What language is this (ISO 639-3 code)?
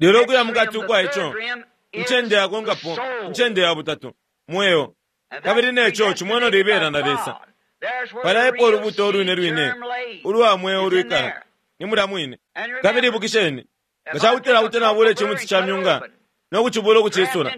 bem